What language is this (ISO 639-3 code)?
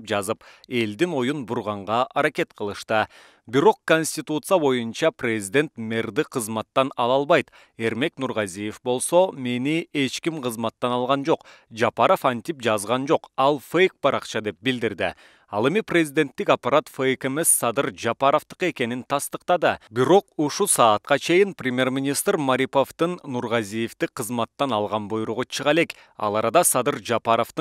kir